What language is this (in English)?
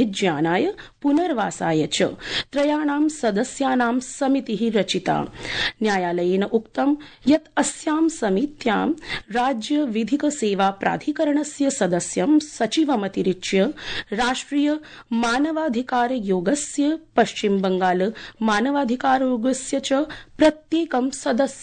Sanskrit